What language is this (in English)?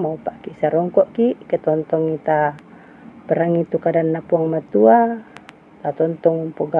Toraja-Sa'dan